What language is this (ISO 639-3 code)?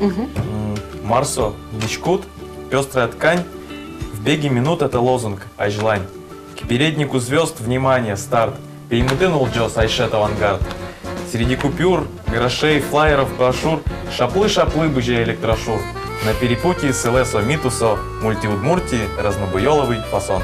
udm